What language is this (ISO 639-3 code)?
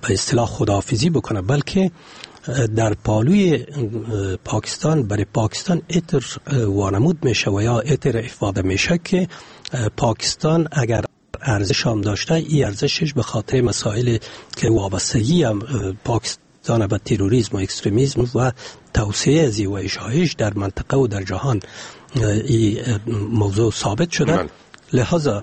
fas